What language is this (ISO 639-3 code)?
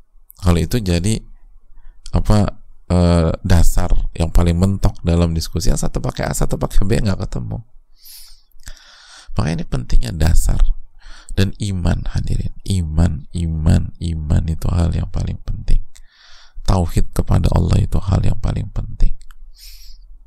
ind